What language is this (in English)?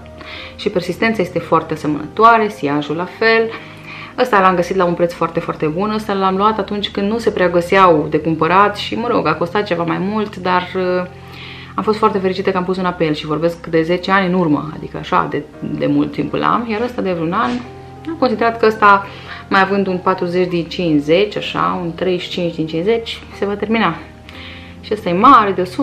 Romanian